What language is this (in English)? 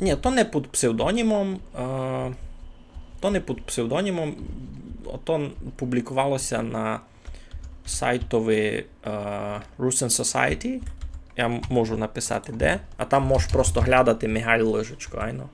Rusyn